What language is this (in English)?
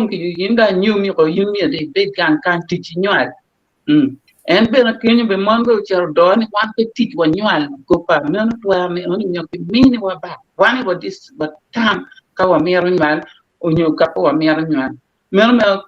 Acoli